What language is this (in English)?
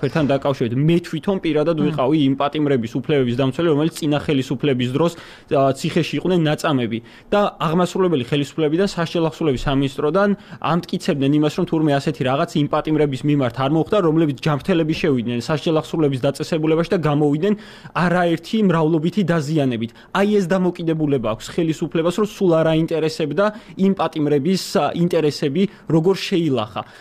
Georgian